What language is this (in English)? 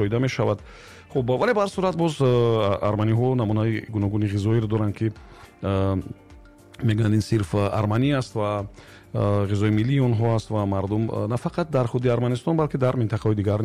Tajik